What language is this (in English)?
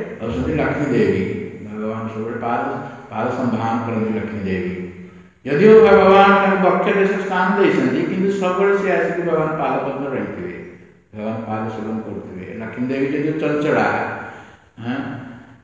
Odia